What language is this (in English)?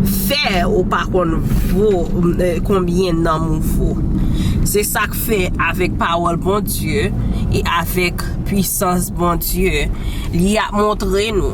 Haitian Creole